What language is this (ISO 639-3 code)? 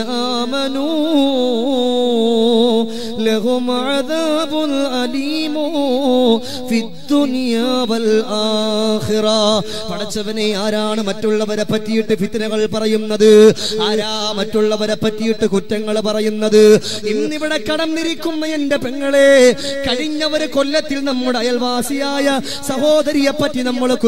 mal